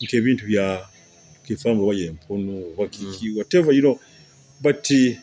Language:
Nyoro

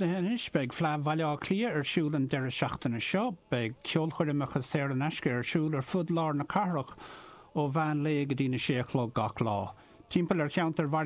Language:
Irish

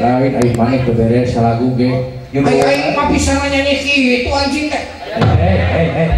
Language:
Sundanese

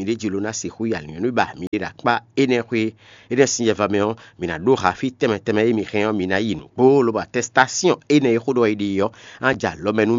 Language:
Fon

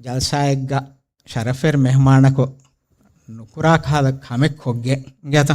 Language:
Divehi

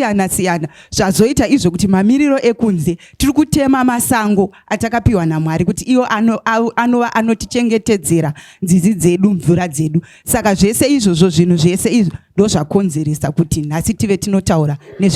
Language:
Shona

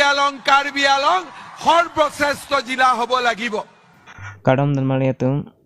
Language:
Karbi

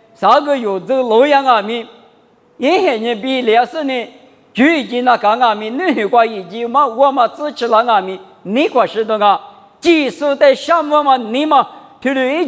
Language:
Lisu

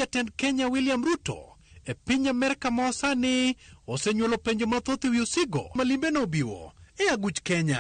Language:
Luo (Kenya and Tanzania)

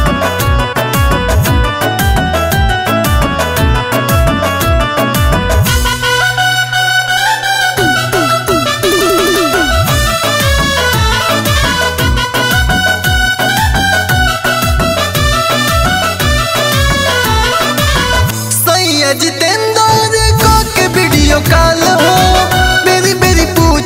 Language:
Bhojpuri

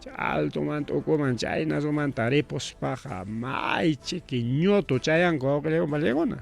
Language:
Ayacucho Quechua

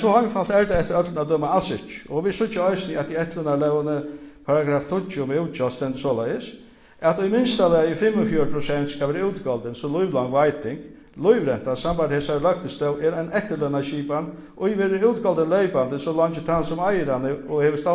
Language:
Faroese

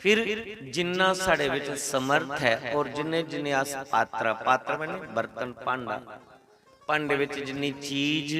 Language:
Dogri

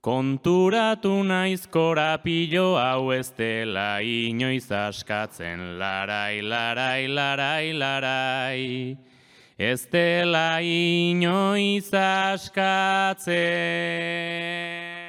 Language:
Basque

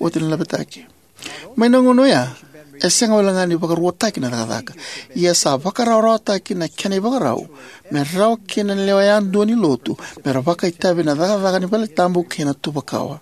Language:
Fijian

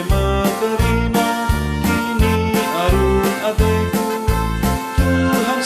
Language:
Batak Karo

